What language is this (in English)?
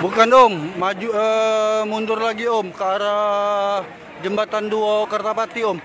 Musi